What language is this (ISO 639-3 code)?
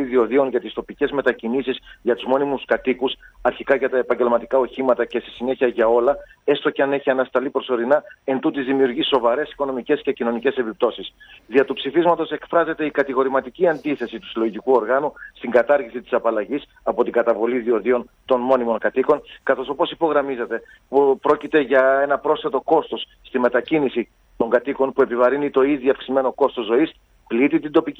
ell